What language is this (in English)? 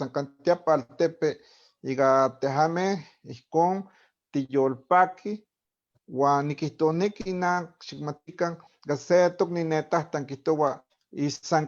Eastern Huasteca Nahuatl